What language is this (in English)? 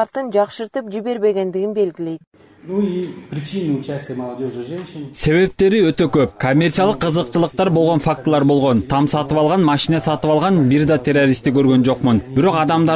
Kyrgyz